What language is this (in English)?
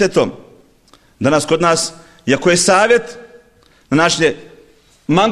Bosnian